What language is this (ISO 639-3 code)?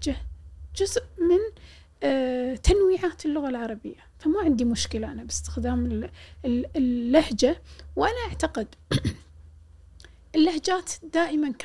afb